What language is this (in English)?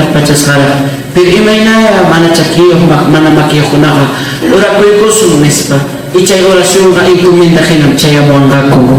Ayacucho Quechua